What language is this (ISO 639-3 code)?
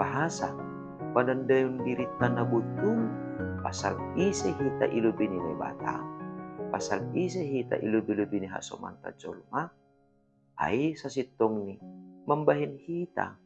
bts